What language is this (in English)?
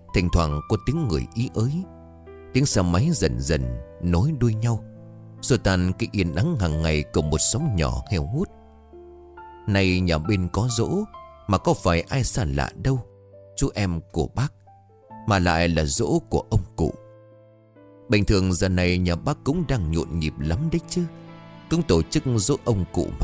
Vietnamese